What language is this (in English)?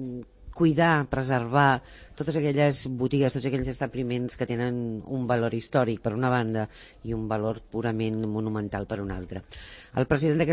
Catalan